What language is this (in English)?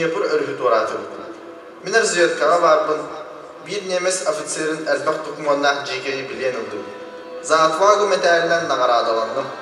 Yakut